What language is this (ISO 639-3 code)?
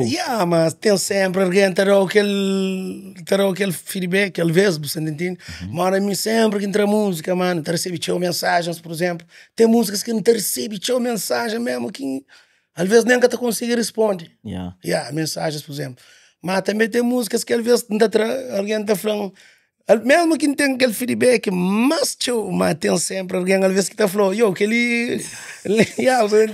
kea